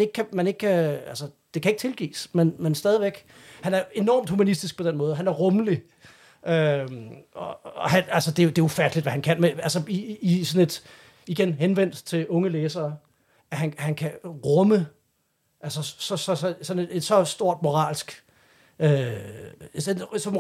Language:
Danish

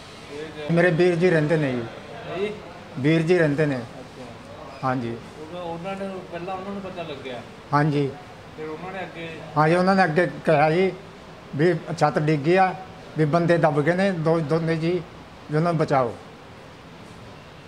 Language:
Punjabi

